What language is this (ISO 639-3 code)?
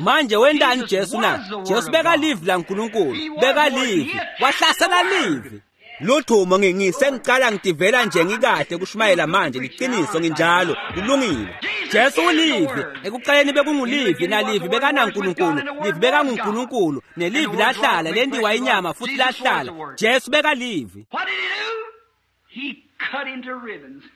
ssw